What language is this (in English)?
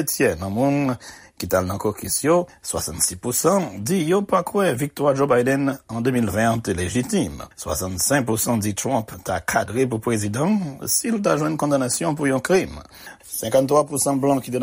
Haitian Creole